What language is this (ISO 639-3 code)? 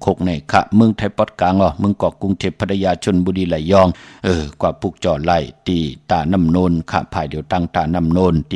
shn